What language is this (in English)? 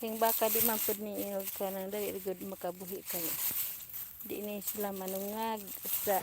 Cebuano